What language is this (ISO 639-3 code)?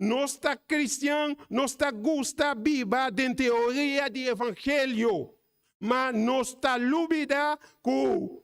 pap